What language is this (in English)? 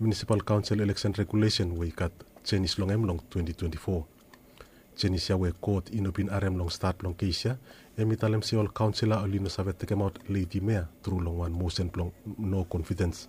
Bislama